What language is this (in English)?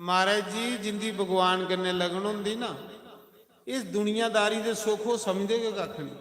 Dogri